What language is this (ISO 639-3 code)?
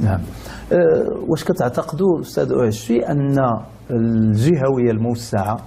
ary